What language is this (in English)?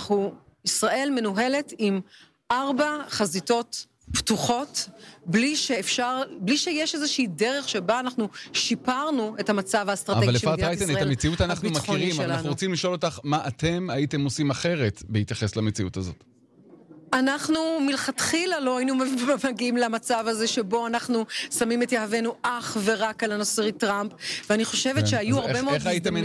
Hebrew